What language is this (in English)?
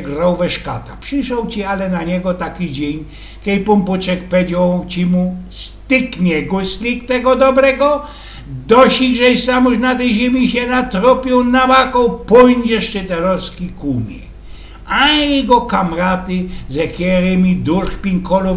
Silesian